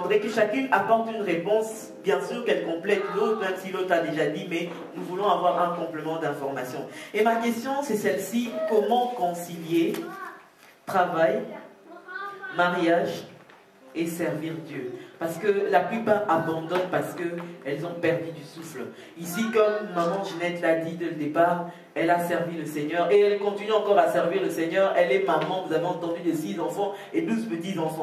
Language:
French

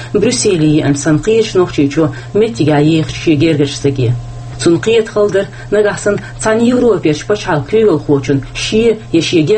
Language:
Chechen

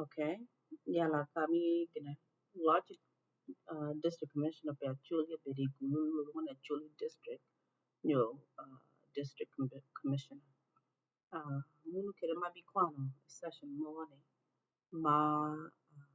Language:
Acoli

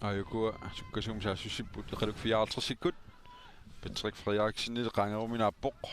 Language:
Kalaallisut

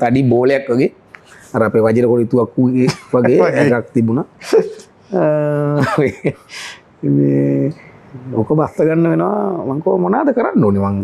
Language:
Sinhala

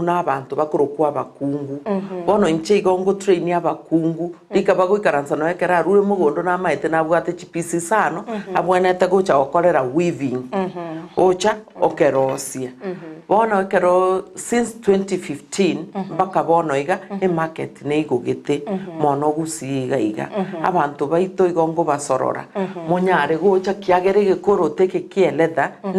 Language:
Gusii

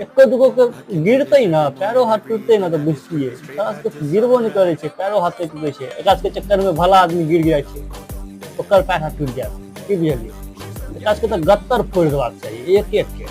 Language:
Maithili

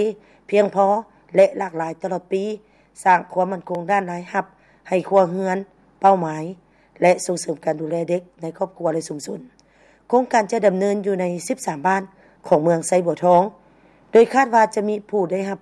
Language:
Lao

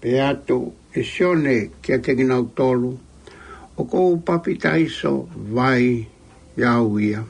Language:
Tongan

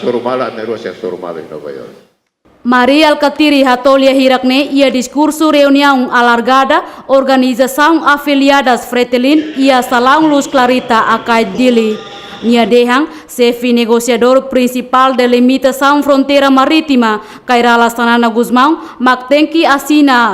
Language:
Tetum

